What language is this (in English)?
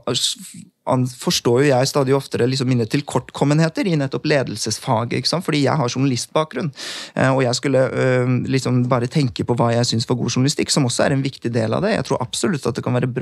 Norwegian